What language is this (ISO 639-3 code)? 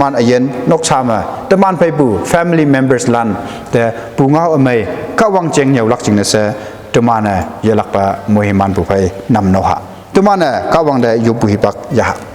nbe